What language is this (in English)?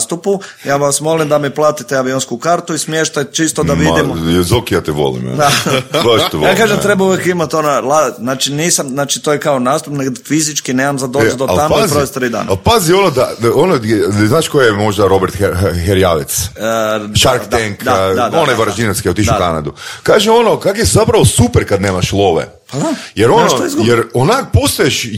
Croatian